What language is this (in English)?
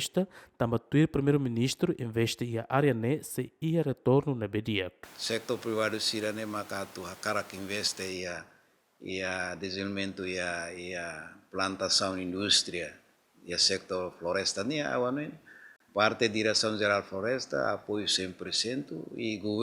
Tetum